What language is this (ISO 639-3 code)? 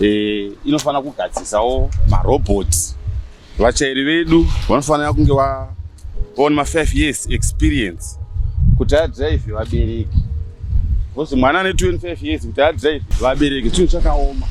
sna